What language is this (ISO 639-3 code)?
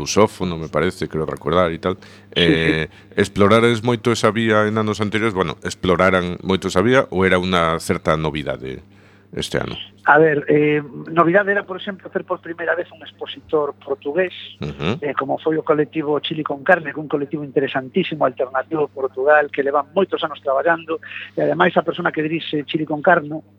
glg